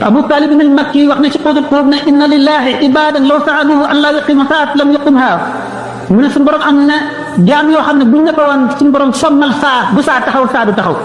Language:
Wolof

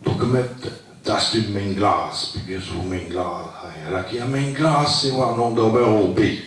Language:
Breton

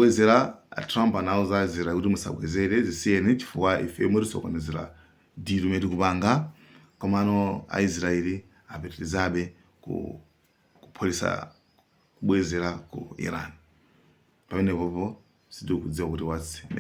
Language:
Nyanja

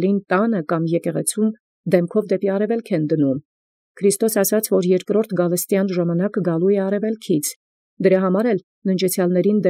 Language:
Armenian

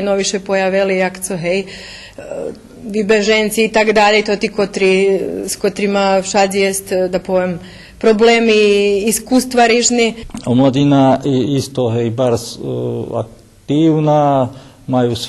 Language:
Rusyn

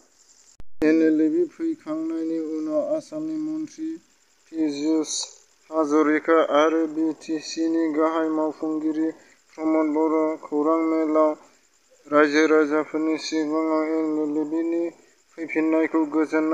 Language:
Bodo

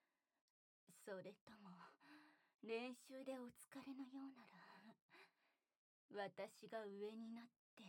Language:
Japanese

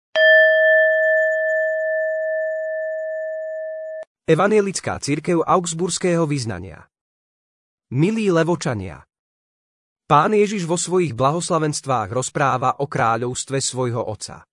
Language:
Slovak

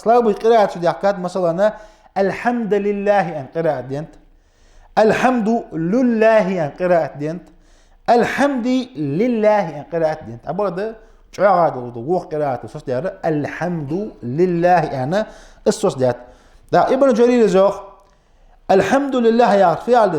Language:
Ingush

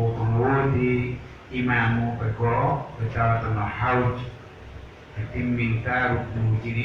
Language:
Pular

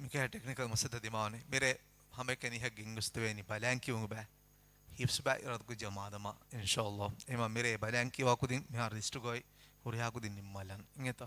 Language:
Divehi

